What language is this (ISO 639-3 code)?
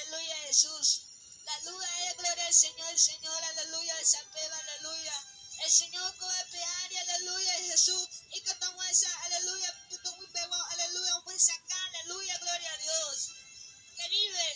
grn